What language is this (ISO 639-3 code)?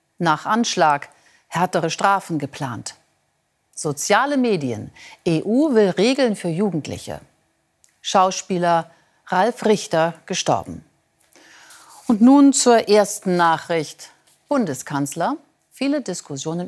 deu